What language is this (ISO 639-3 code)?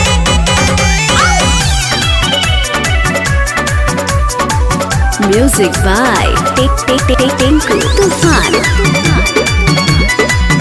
bho